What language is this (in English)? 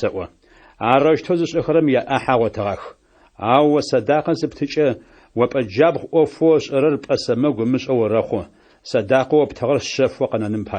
Adyghe